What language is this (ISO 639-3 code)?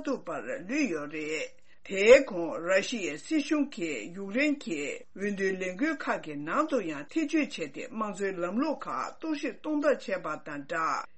bod